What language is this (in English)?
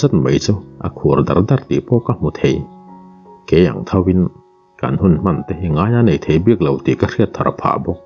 Mizo